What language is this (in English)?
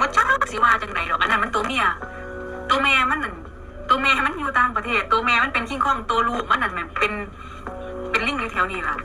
Northeastern Thai